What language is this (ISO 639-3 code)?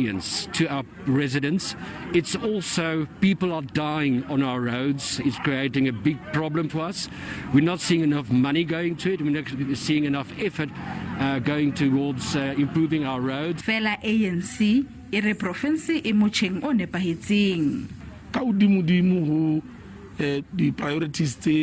sot